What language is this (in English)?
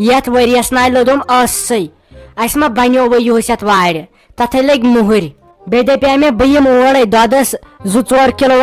Kashmiri